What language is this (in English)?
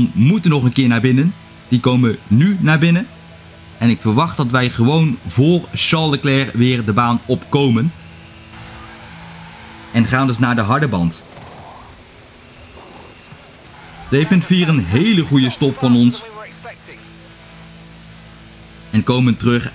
Dutch